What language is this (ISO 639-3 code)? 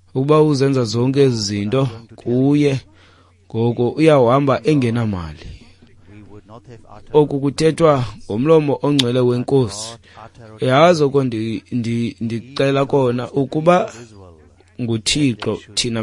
xho